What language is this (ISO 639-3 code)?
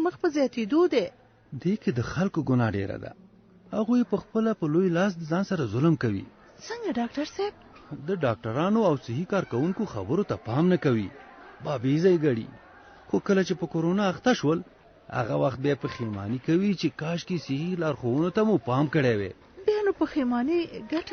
pus